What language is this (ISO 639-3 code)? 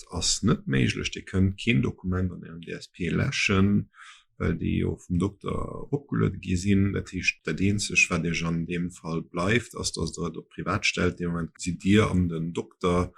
ltz